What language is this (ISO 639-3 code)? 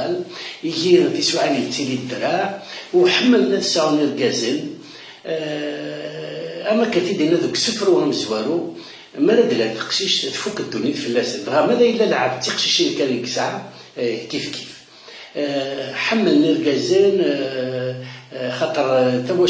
kab